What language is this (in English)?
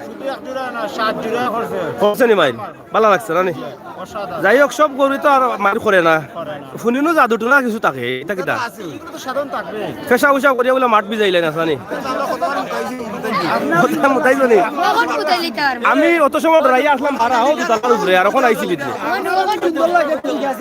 Sylheti